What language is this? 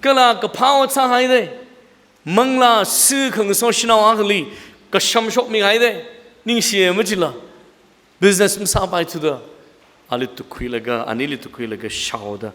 Tangkhul Naga (India)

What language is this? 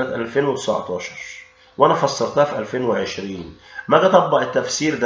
Egyptian Arabic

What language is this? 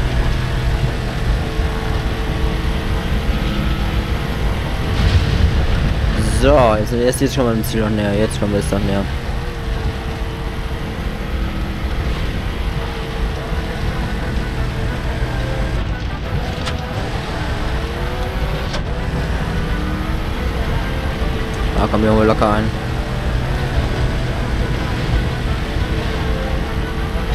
German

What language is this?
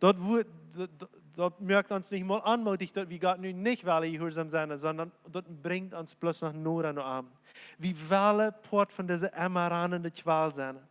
Plautdietsch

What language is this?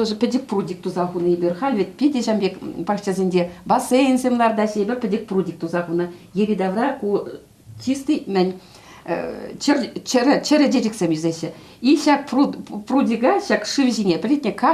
Chuvash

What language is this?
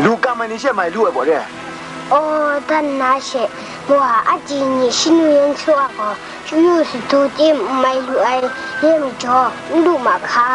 Kachin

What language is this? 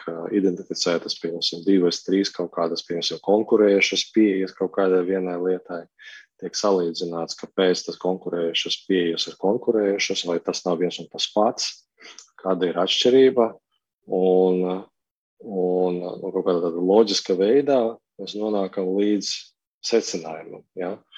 Latvian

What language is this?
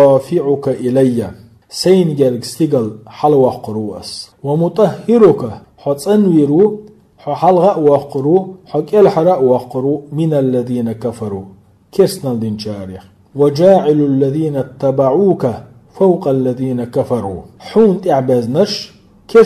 Chechen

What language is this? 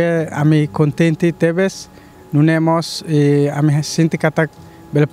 Tetum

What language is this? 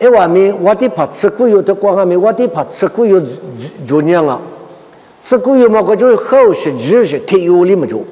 Lisu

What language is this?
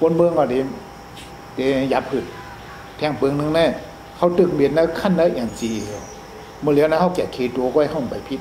Shan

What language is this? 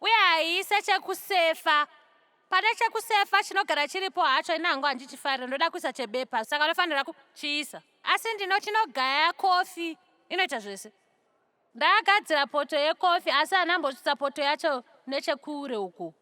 Shona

